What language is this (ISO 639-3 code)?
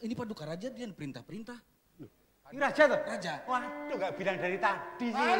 bjn